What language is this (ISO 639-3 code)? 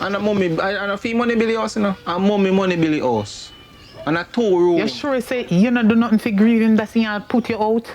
jam